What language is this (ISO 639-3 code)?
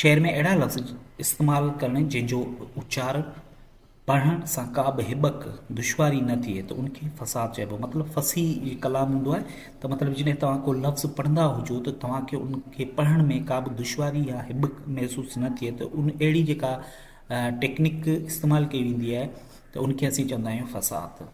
snd